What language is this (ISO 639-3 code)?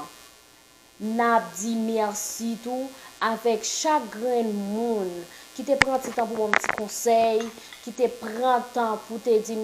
hat